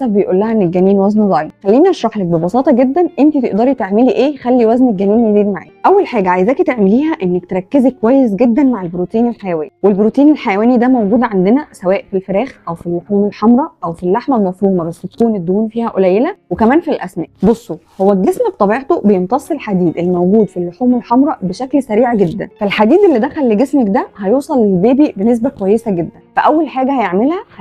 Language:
Egyptian Arabic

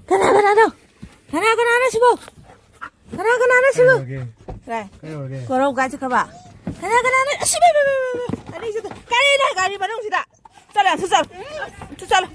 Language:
Manipuri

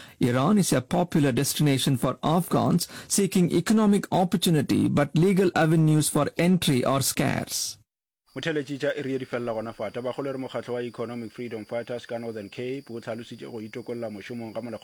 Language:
Northern Sotho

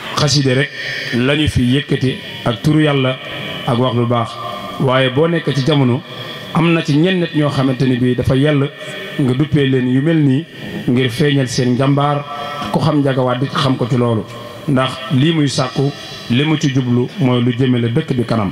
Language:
Wolof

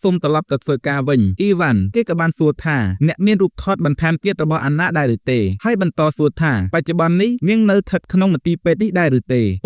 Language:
Khmer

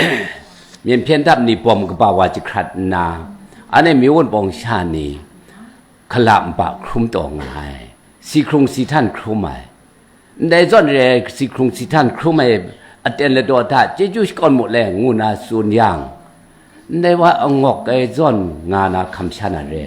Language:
Kachin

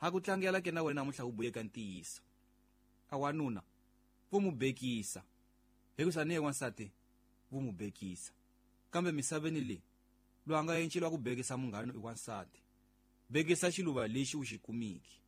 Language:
Tsonga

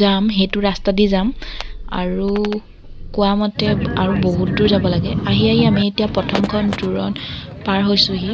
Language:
Assamese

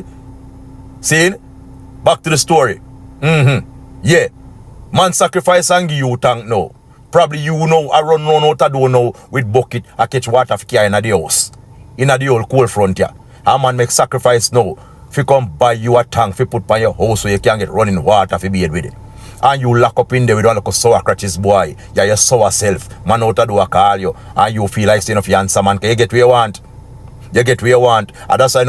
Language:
Jamaican Creole English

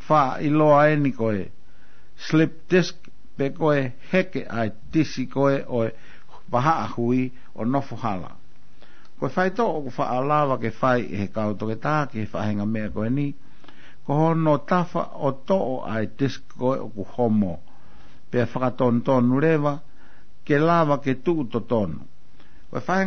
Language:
Tongan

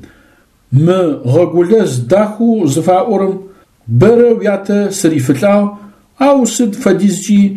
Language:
Adyghe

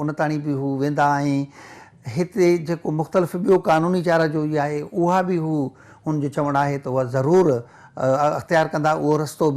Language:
Sindhi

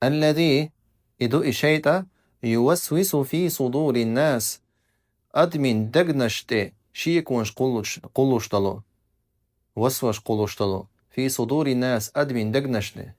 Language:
Chechen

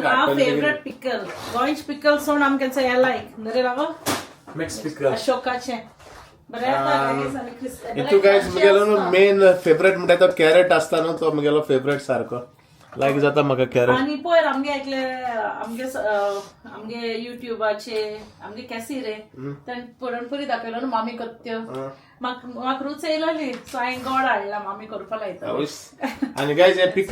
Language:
Konkani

